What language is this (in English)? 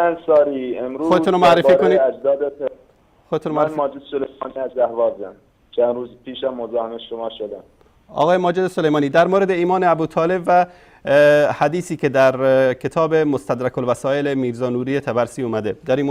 Persian